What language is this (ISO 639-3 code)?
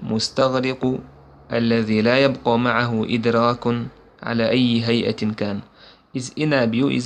che